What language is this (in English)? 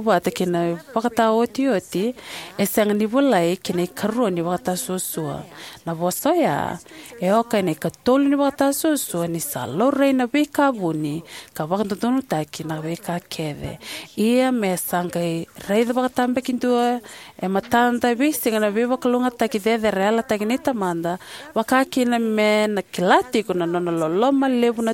Fijian